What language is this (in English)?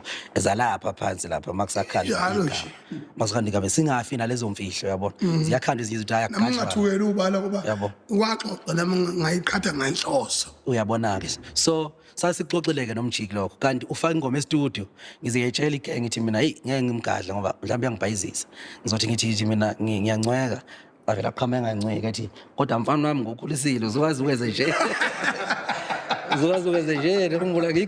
Zulu